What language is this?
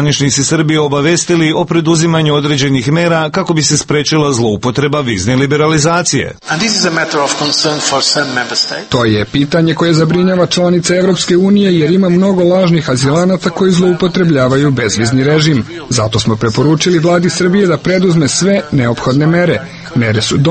Serbian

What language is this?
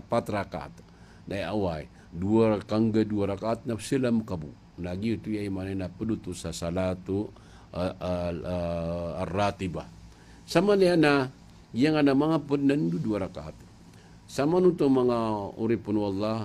Maranao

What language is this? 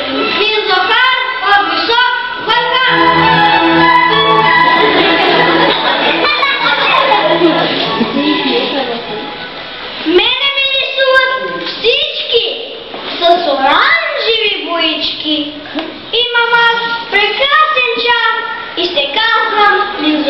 Bulgarian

